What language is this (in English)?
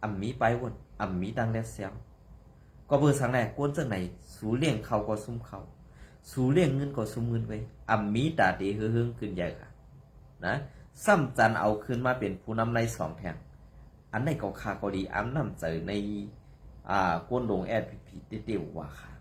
Shan